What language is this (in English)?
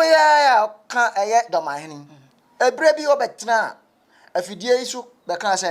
Akan